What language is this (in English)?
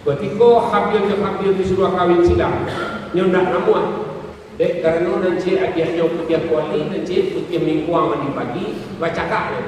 Minangkabau